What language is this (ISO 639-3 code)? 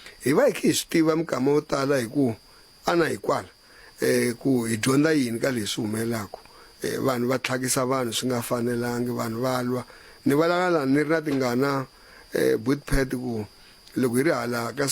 tso